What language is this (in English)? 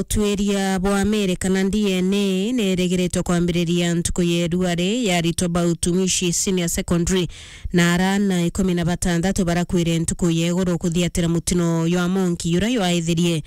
Meru